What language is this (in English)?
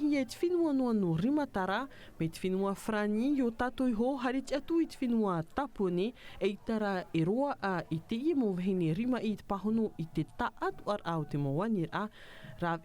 Tahitian